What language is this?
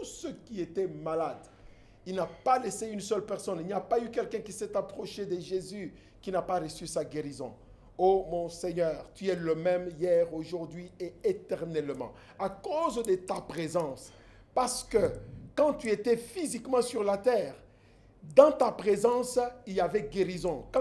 French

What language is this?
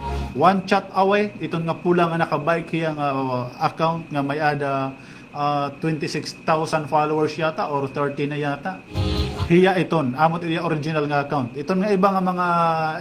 Waray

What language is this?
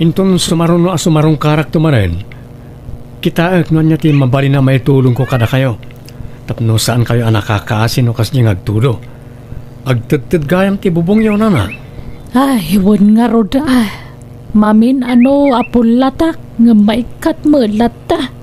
Iloko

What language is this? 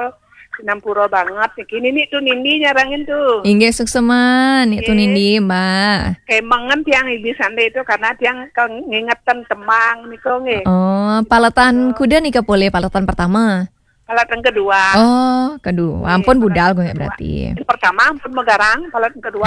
Balinese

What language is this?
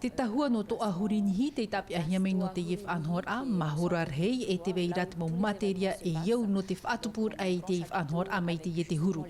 Tahitian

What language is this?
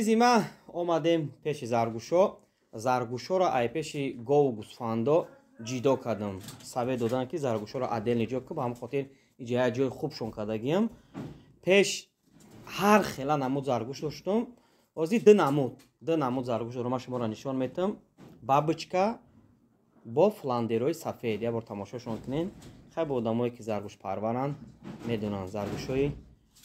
Tajik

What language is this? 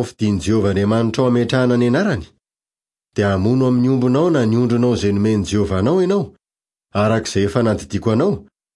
Malagasy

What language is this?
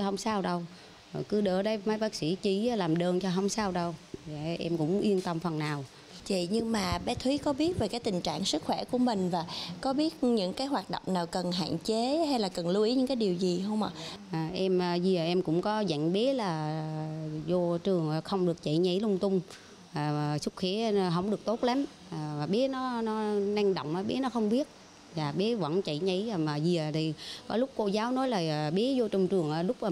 Vietnamese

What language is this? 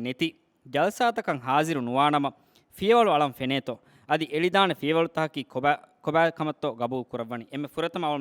Divehi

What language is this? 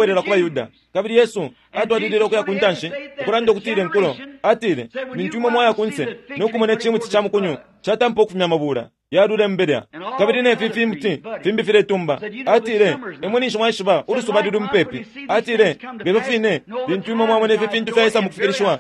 Bemba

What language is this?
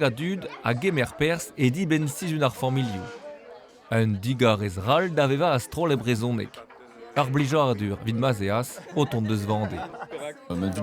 Breton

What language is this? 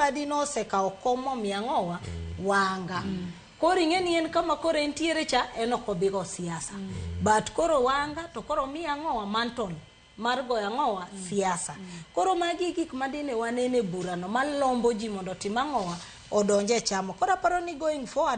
Luo (Kenya and Tanzania)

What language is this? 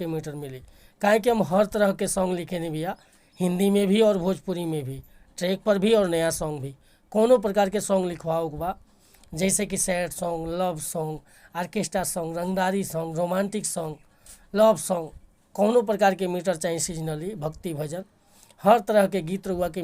Bhojpuri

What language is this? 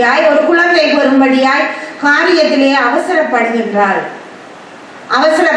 Tamil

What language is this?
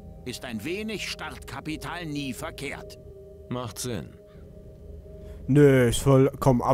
German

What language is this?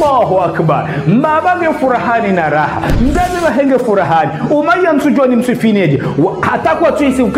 Ngazidja Comorian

